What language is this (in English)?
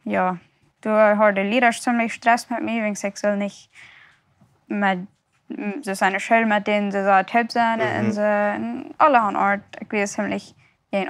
Plautdietsch